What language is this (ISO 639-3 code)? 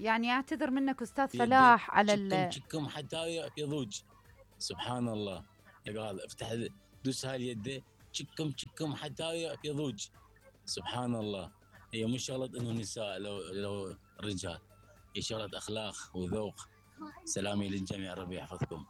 acm